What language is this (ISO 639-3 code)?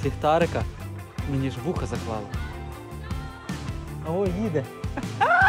ukr